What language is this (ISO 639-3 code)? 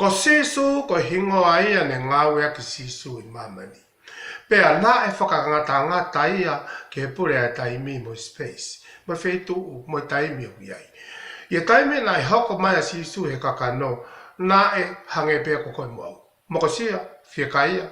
ton